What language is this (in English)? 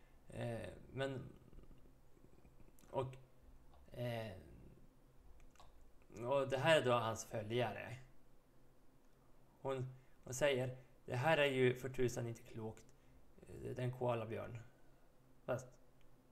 Swedish